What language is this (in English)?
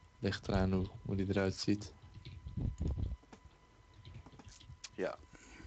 Dutch